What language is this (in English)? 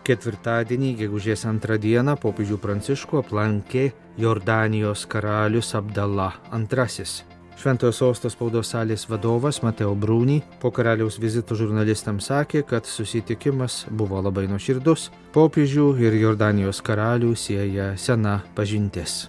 Lithuanian